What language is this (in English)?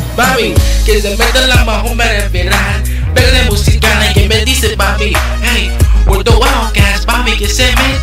Spanish